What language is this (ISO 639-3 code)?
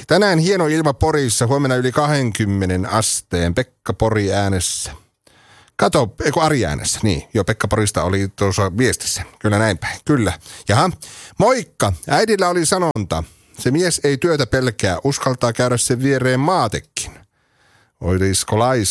fin